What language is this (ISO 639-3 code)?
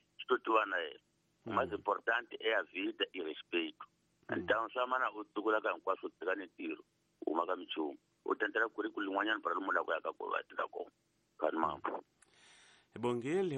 tso